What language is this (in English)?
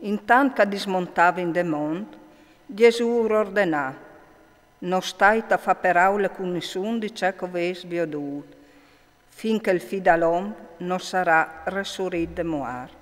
Friulian